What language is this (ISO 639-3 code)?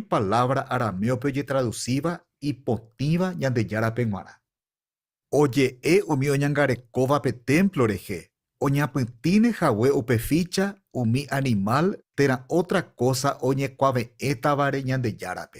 grn